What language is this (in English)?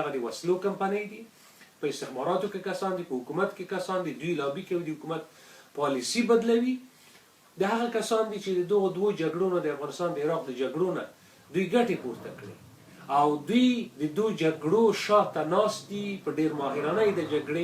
Pashto